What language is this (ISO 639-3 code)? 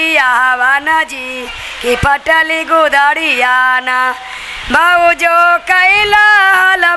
mag